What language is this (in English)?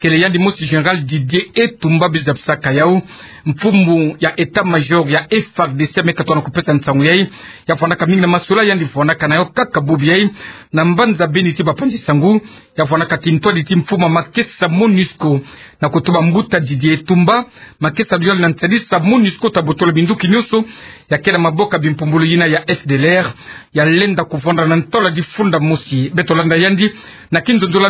Kituba (Democratic Republic of Congo)